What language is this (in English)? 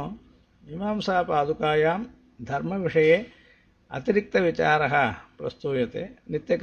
Sanskrit